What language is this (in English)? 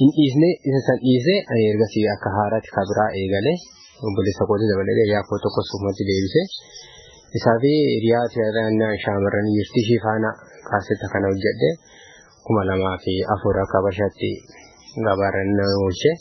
Oromo